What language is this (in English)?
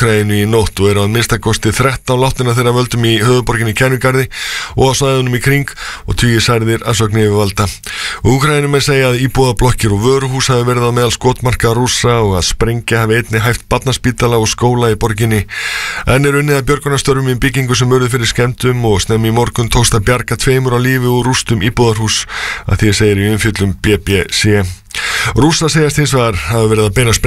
Icelandic